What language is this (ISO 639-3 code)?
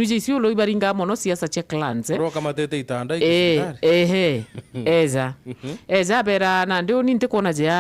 mer